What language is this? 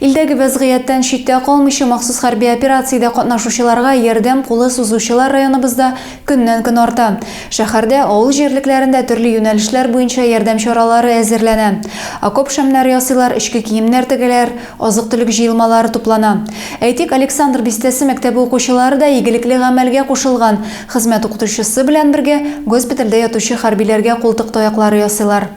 Tatar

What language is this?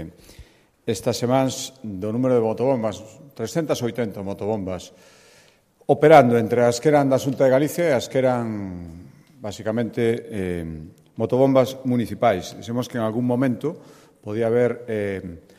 Galician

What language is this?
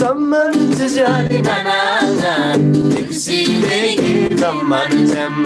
Eastern Tamang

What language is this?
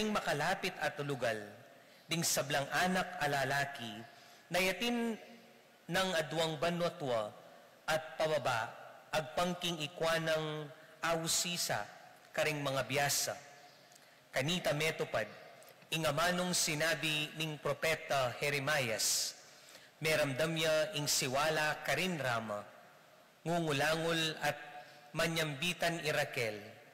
Pampanga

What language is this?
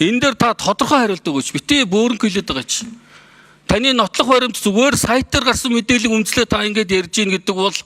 Mongolian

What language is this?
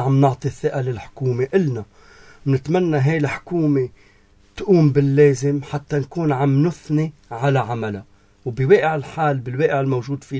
North Levantine Arabic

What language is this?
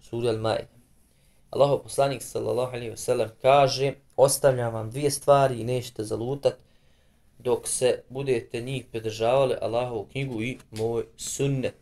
Bosnian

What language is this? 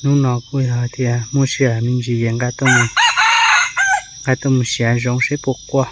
Hmong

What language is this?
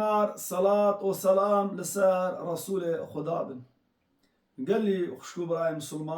Kurdish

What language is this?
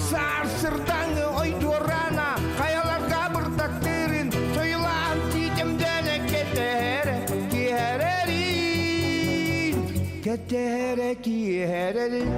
Yakut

